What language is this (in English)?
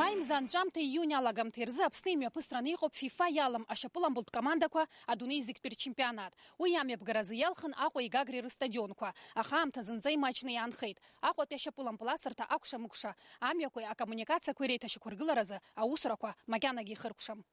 Abkhazian